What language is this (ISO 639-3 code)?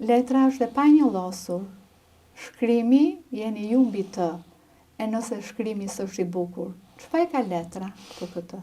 sqi